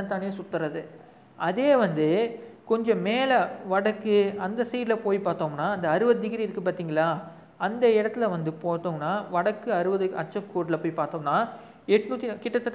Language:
Tamil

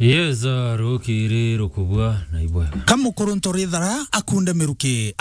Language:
Meru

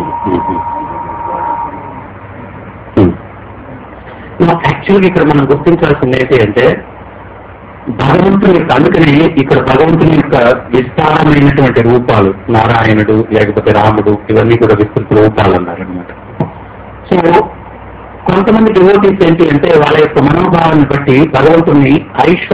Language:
Telugu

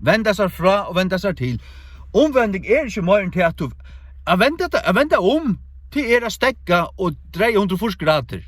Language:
Faroese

